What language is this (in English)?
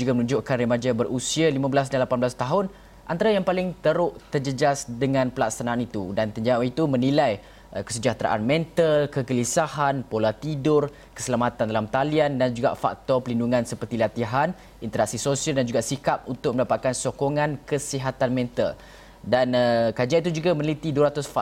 Malay